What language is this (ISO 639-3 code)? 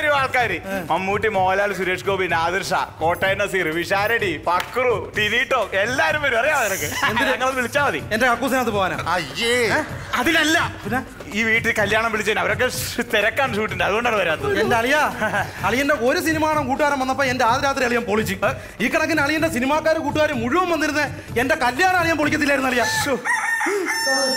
mal